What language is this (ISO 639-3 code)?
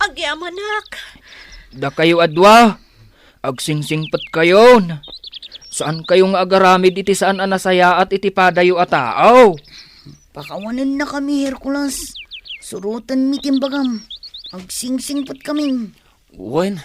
ilo